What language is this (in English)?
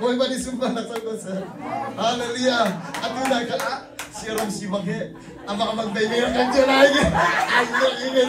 Hakha Chin